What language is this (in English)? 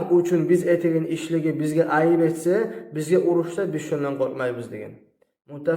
Kumyk